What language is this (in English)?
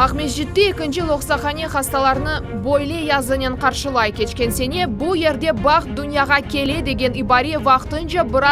Crimean Tatar